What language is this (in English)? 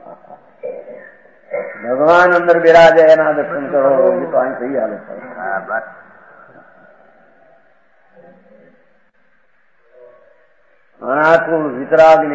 Gujarati